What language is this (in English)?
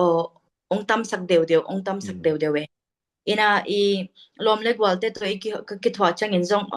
Tedim Chin